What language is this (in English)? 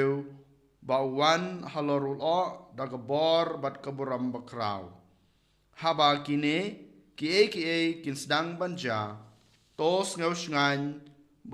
Khasi